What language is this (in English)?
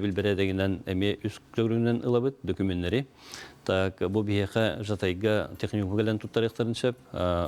Yakut